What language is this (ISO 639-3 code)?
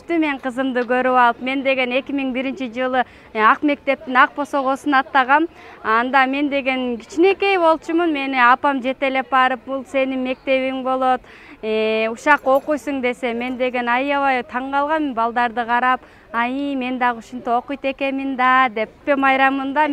kir